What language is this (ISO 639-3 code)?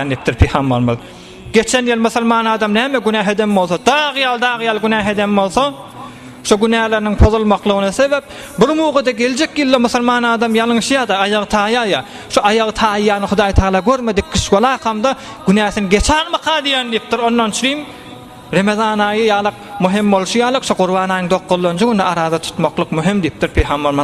tuk